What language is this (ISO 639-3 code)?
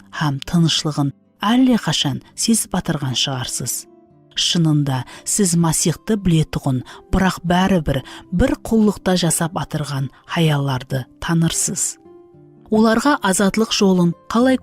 kaa